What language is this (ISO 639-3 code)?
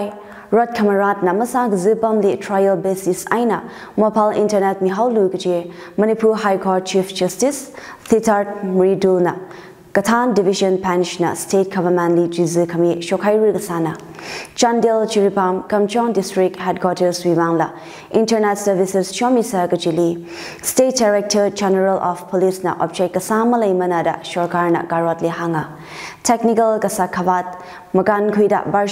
nmf